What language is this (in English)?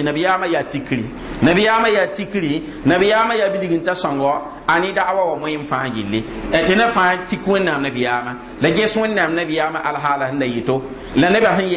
Mossi